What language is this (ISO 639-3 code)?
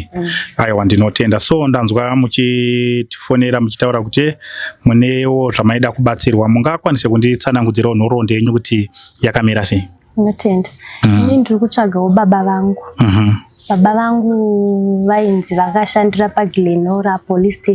sna